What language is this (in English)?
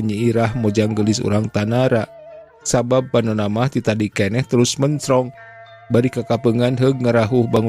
Sundanese